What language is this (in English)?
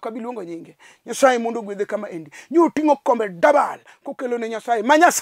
Luo (Kenya and Tanzania)